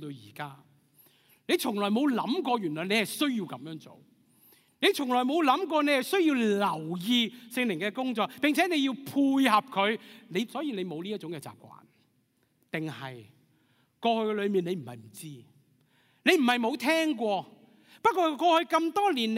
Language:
Cantonese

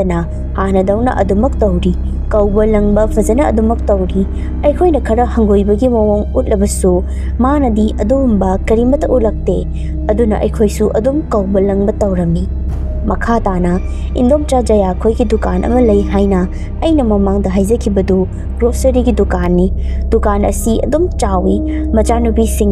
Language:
Manipuri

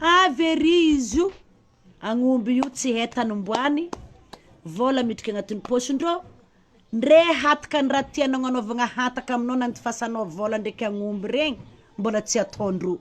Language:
Malagasy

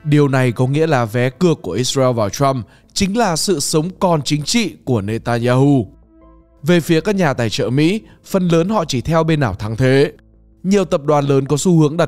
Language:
Vietnamese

